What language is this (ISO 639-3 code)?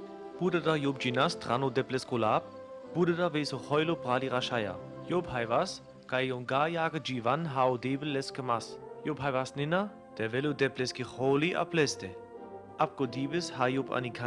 rmo